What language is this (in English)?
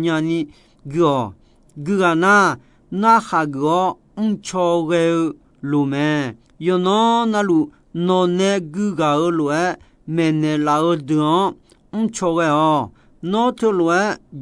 Akha